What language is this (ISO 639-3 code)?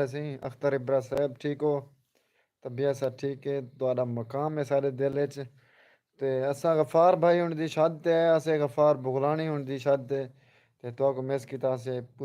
skr